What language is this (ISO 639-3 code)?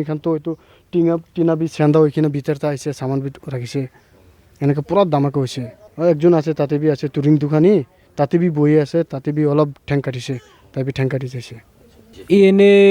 nag